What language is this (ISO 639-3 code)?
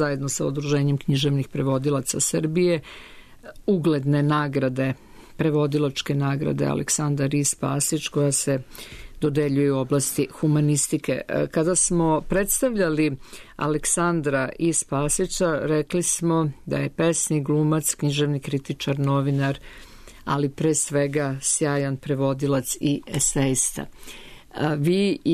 srp